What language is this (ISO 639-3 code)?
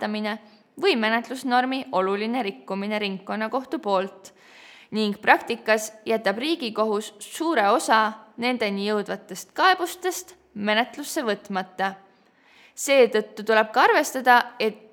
est